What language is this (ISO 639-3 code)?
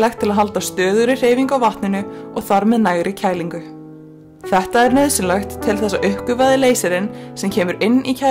isl